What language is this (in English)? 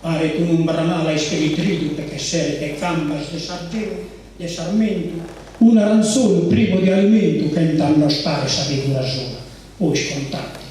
Sardinian